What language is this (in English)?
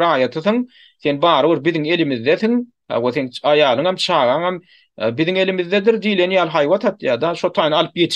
Turkmen